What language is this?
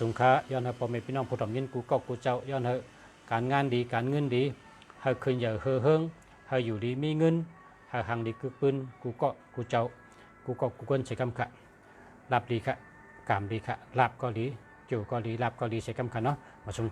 Shan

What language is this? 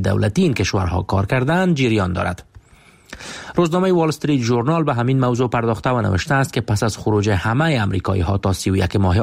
Persian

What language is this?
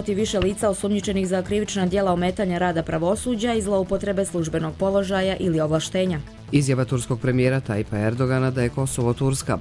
Croatian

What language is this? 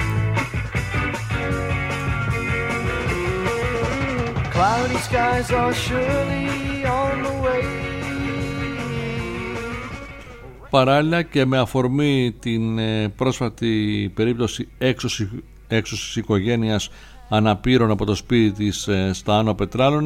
Greek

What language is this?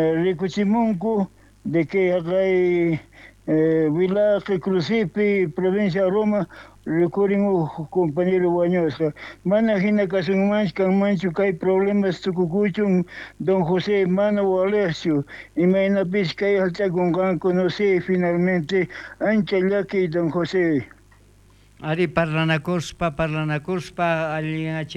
South Bolivian Quechua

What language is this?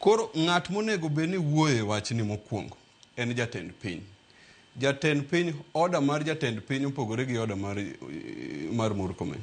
Luo (Kenya and Tanzania)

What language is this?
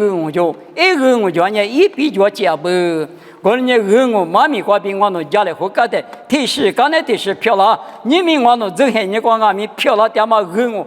Lisu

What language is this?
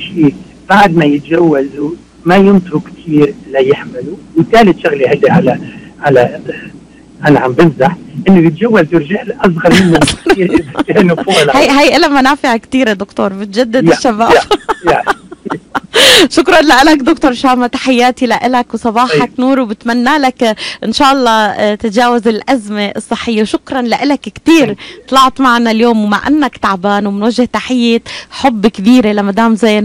North Levantine Arabic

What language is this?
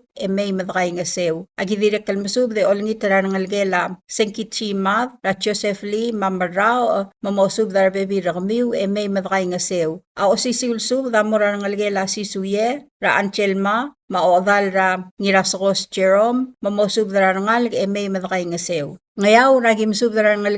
Palauan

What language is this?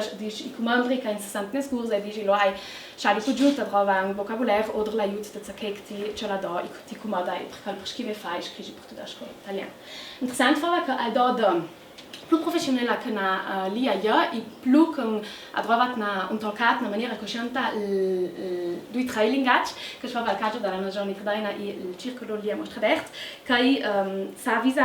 Ladin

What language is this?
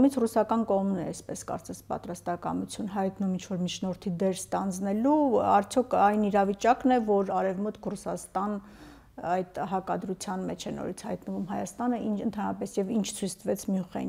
Armenian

